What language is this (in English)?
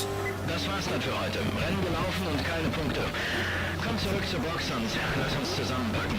Bavarian